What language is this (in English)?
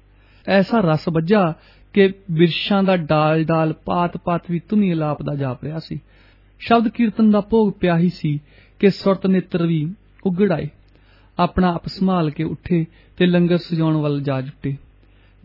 Punjabi